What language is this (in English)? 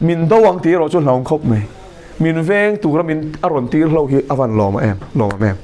Mizo